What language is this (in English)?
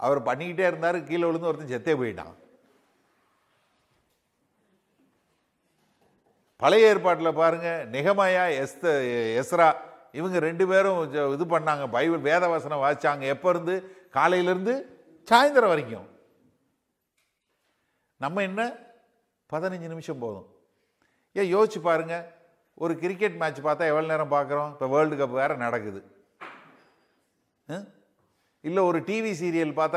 Tamil